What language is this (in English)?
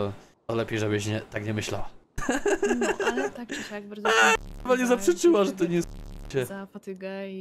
Polish